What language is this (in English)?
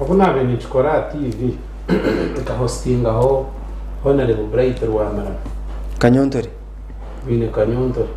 Nyankole